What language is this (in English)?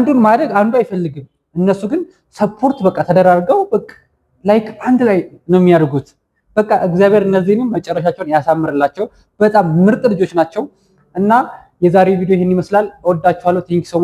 Amharic